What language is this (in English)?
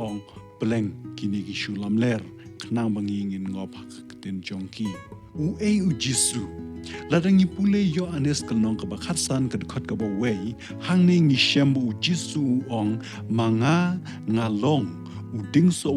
Khasi